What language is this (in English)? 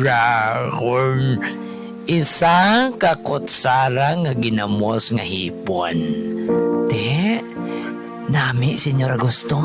Hiligaynon